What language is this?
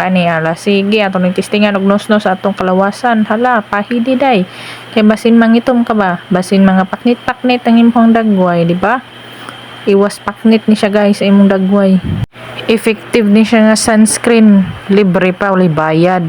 Cebuano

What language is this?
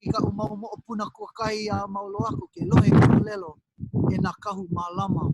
Hawaiian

